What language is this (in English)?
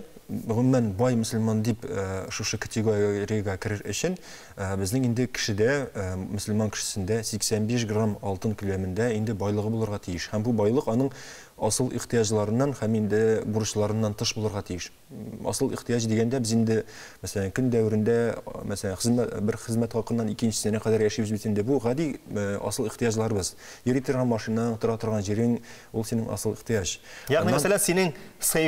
Tatar